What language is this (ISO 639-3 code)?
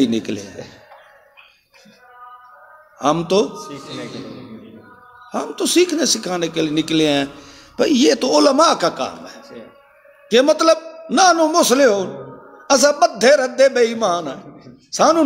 urd